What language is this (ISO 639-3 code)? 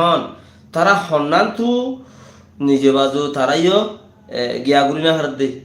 rhg